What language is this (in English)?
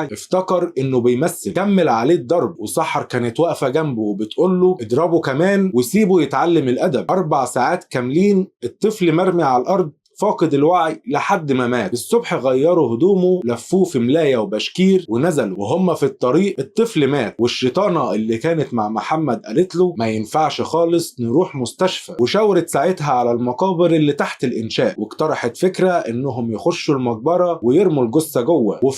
Egyptian Arabic